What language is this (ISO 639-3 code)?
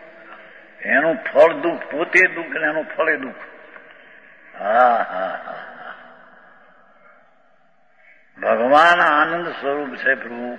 guj